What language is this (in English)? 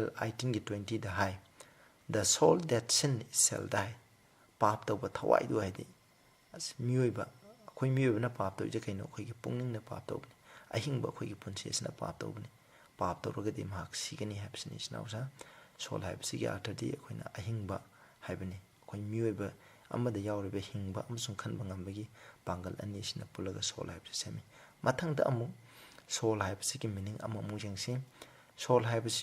Manipuri